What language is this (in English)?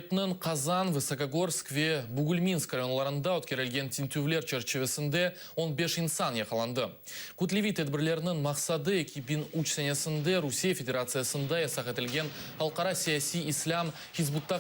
Crimean Tatar